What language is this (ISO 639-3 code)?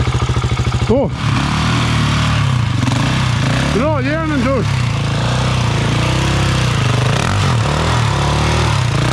swe